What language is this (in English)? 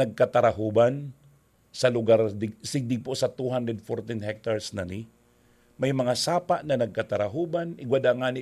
Bikol